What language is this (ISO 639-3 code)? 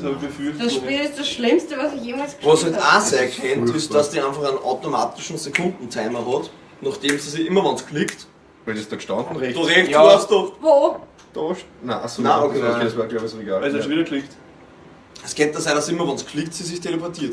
bar